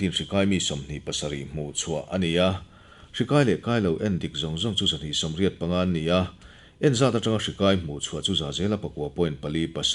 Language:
Mizo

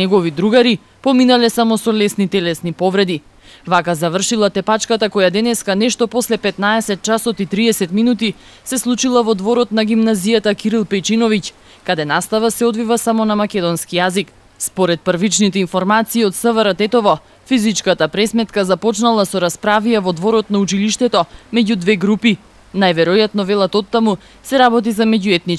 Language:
Macedonian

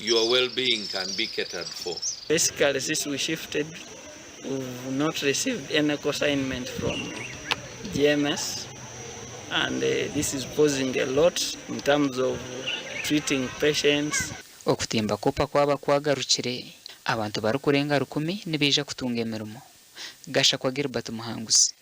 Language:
Nyankole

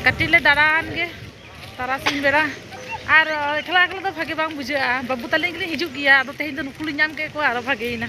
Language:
Santali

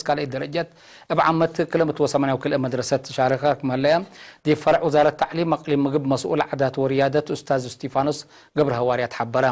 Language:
Tigre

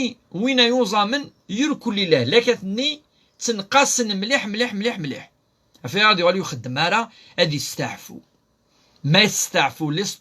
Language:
Kabyle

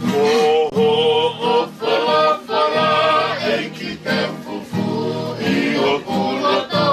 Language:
Tongan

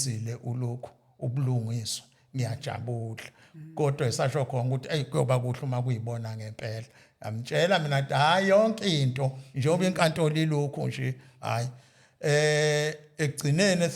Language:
Zulu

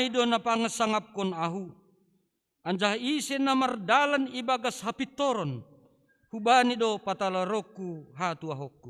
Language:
Batak Simalungun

